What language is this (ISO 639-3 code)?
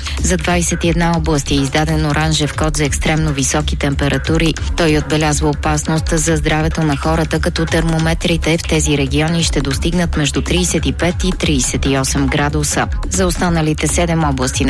bul